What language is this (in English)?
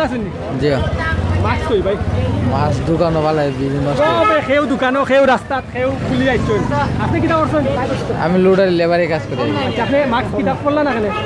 Sylheti